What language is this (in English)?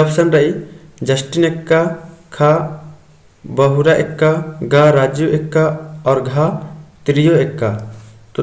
Kurukh